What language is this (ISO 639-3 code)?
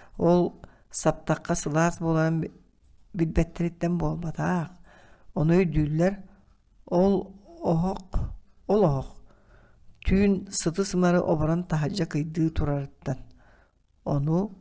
sah